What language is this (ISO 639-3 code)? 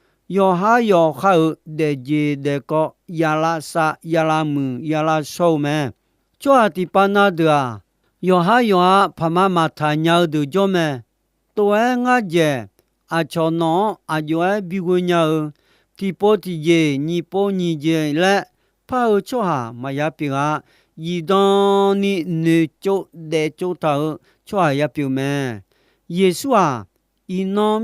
ahk